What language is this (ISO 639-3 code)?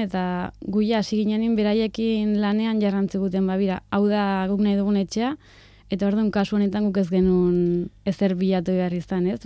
eus